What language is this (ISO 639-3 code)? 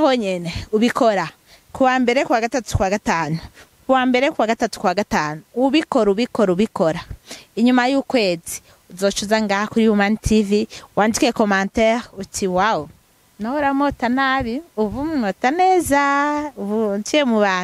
run